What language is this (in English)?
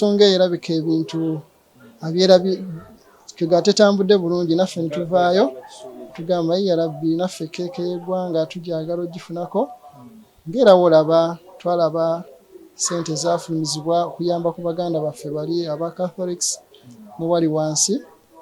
Ganda